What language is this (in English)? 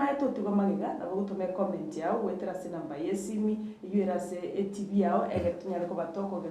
Gusii